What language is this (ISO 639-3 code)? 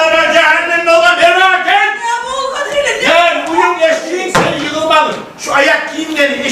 kum